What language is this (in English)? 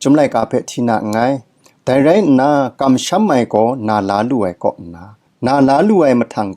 Kachin